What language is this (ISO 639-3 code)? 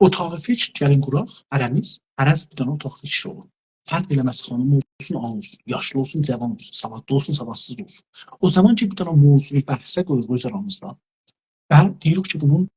azb